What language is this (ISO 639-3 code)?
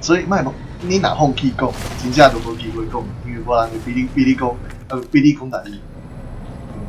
nan